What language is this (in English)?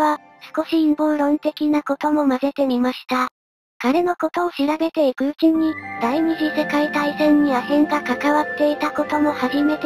Japanese